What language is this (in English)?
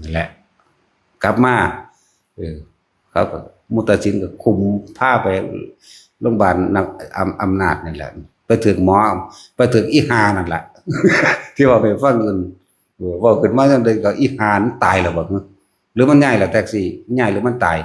Northeastern Thai